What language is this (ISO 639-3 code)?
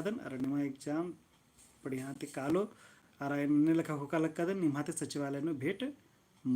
kru